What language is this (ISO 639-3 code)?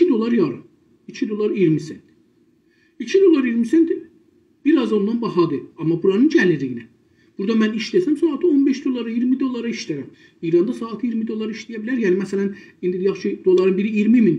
azb